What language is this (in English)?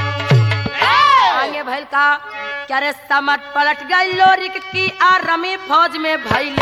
Bhojpuri